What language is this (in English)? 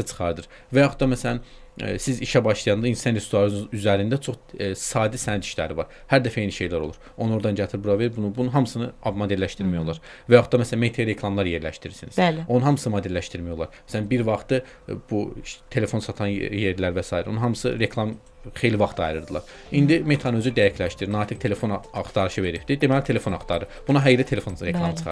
Azerbaijani